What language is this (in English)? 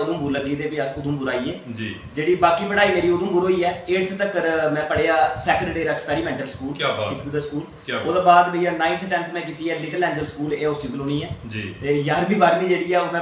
Dogri